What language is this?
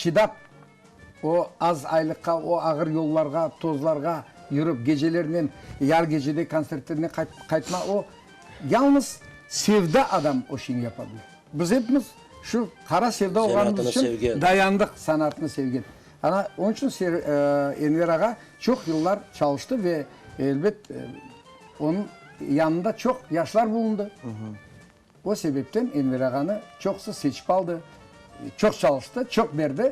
Crimean Tatar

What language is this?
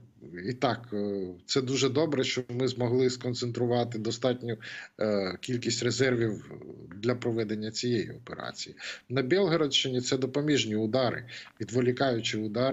Ukrainian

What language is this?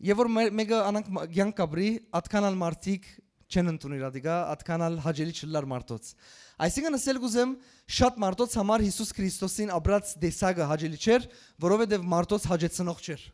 Western Armenian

